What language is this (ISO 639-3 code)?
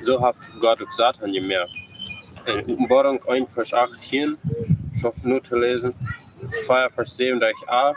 pdt